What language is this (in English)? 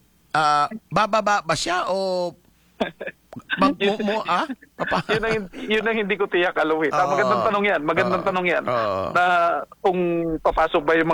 Filipino